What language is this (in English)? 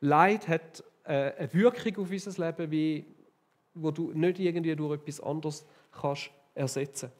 Swiss German